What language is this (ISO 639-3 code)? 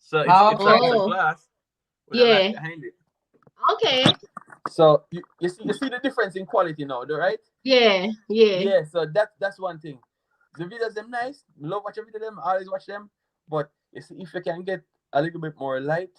jam